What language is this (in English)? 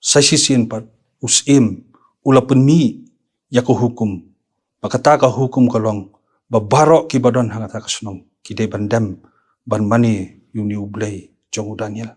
Khasi